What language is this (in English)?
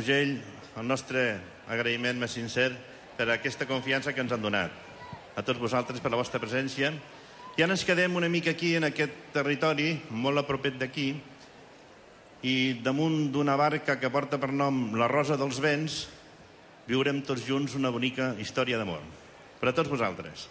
Catalan